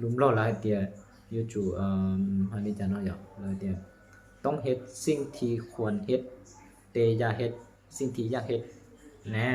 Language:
Hmong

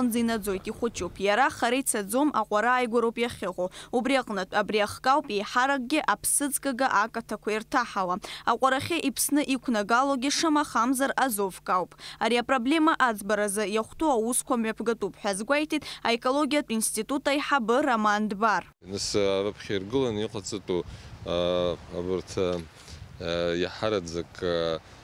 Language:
Abkhazian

